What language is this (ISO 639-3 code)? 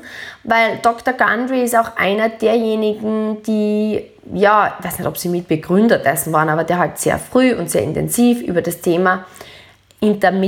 deu